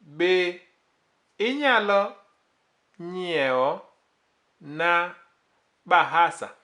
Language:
Luo (Kenya and Tanzania)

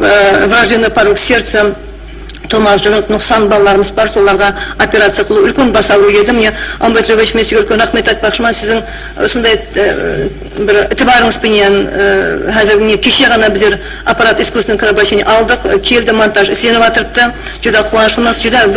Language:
Kara-Kalpak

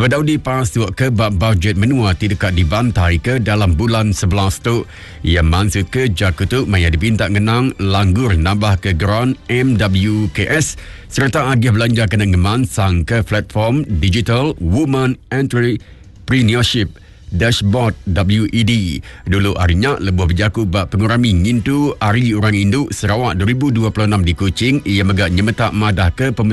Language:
Iban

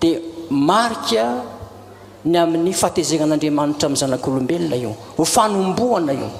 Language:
Malagasy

